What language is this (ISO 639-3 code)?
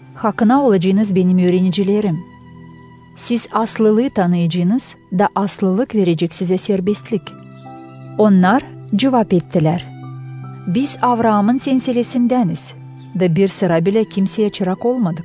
gag